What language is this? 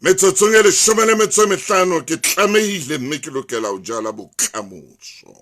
Southern Sotho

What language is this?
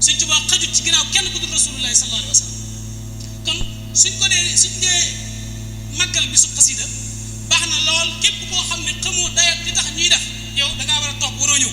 Wolof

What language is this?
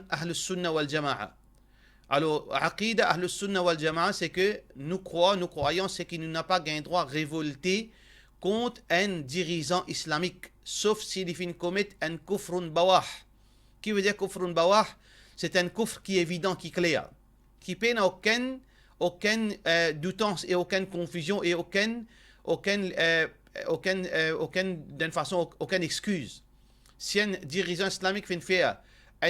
Morisyen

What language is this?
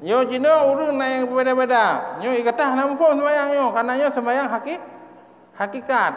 Achinese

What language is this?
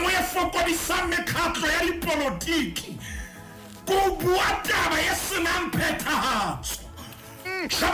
Southern Sotho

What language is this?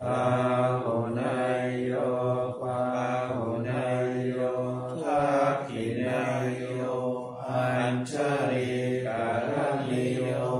Pali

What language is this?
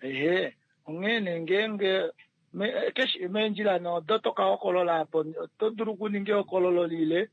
Kuanyama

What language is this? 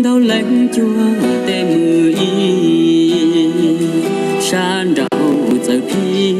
Hmong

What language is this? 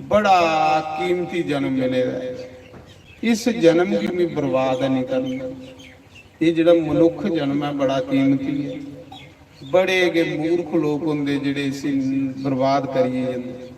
Dogri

